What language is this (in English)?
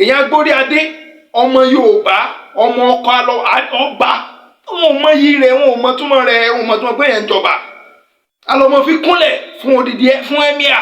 Yoruba